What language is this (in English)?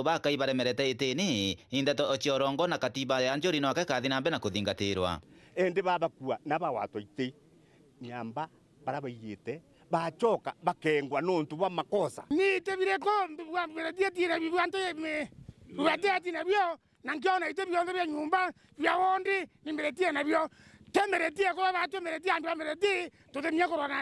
Meru